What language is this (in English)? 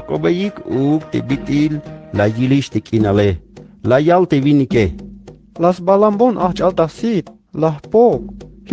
Tzeltal